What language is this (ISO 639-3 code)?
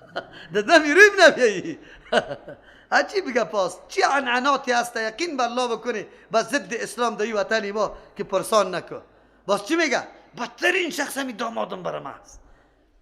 fas